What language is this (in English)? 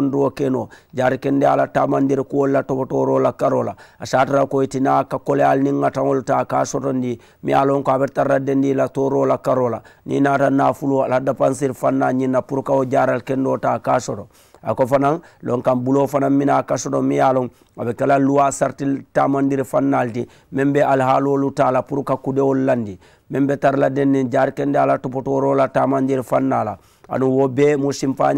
Mandingo